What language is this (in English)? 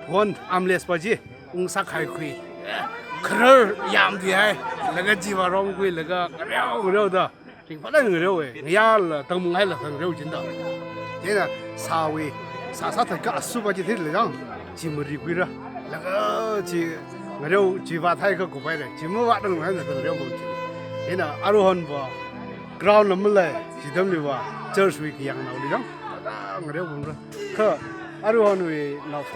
Tangkhul Naga (India)